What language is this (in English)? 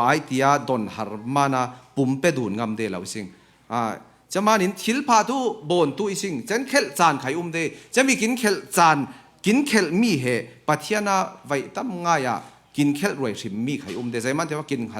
Falam Chin